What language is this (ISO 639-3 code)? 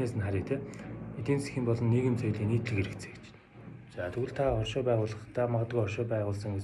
mon